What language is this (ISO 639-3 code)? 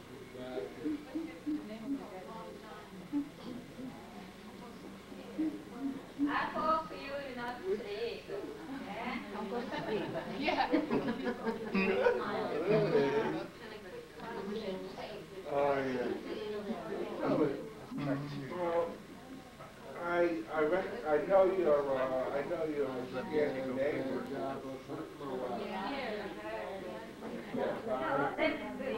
eng